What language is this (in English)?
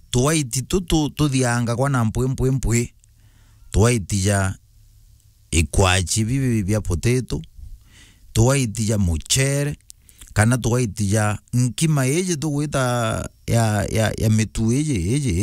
Meru